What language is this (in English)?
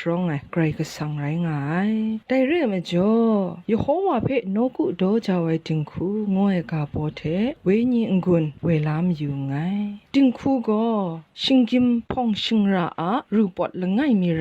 Kachin